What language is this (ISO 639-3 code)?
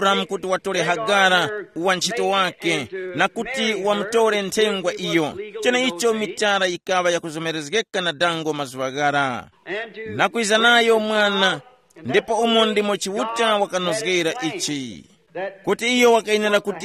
tum